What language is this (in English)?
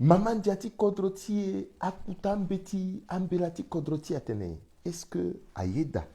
Sango